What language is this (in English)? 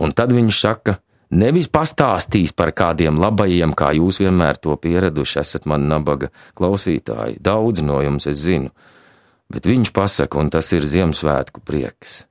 Latvian